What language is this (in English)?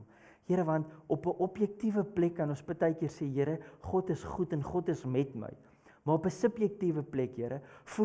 Afrikaans